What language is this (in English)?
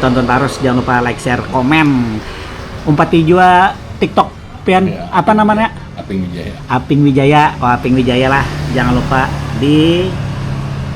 Banjar